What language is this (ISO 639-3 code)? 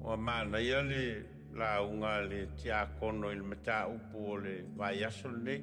smo